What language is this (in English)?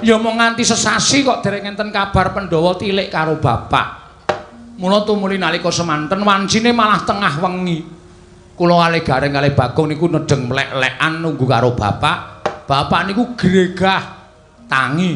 Javanese